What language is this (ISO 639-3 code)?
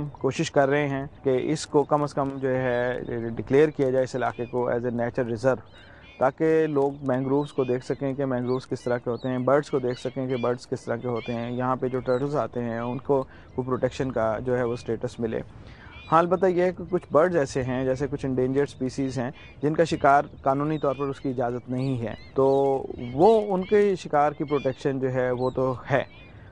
urd